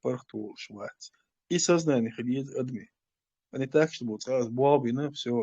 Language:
Chechen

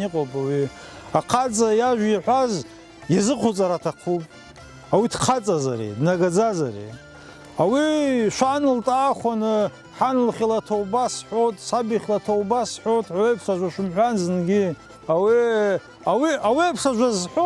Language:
Abkhazian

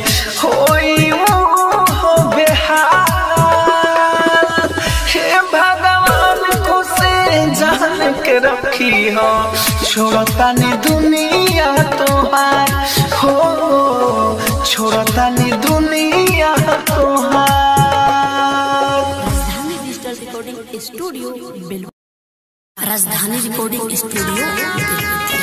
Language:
Bhojpuri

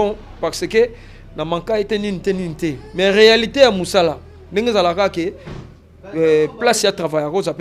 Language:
Lingala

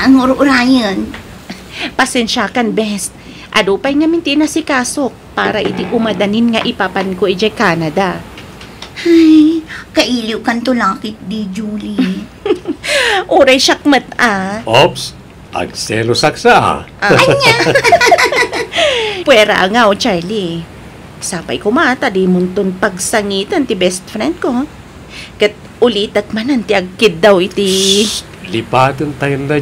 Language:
Iloko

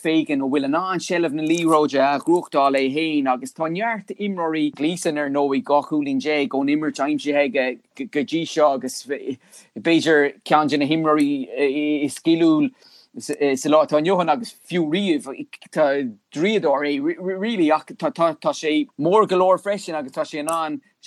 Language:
Irish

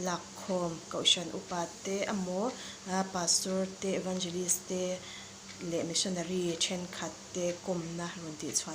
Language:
Mizo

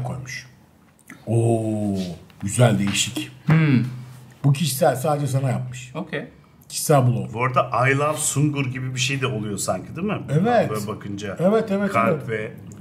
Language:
Turkish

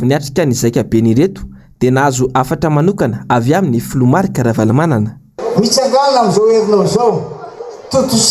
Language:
Malagasy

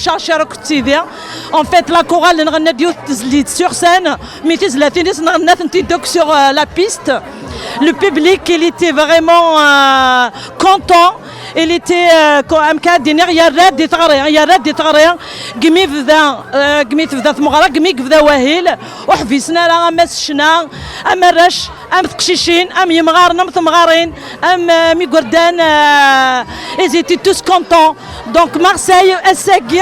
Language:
Kabyle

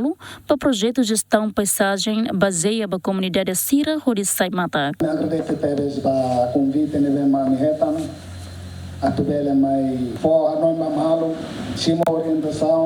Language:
Tetum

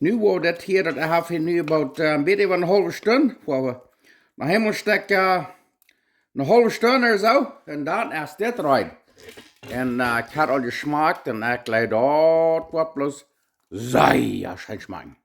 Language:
Plautdietsch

